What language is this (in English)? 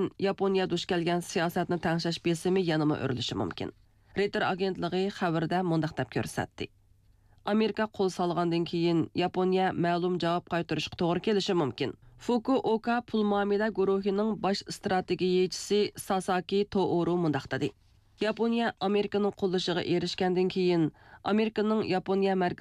Uyghur